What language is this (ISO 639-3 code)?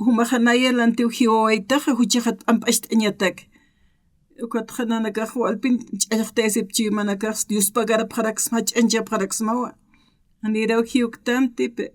aym